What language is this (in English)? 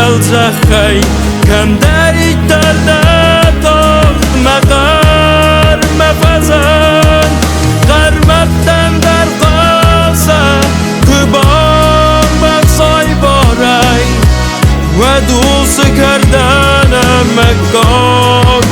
Ossetic